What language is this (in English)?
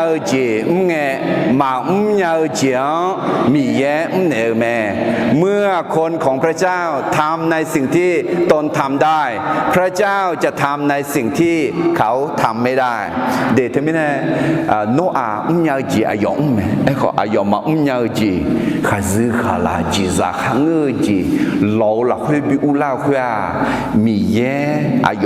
Akha